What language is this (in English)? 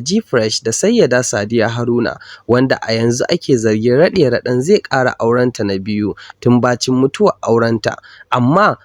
Hausa